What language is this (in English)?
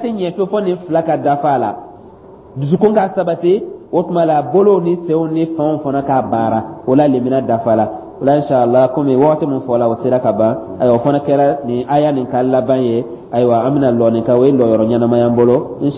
Dyula